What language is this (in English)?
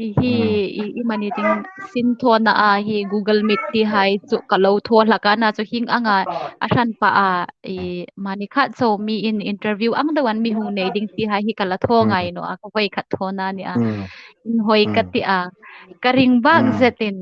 Hmar